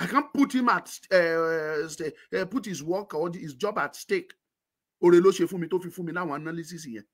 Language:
Yoruba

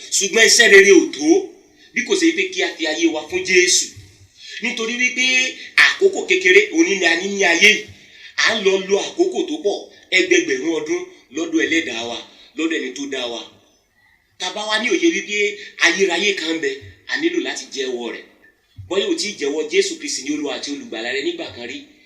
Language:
Yoruba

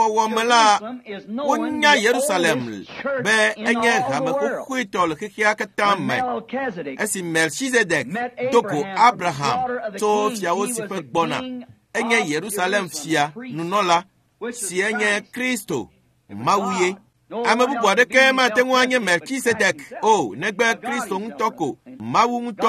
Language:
Ewe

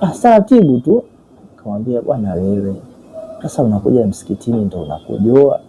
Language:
Swahili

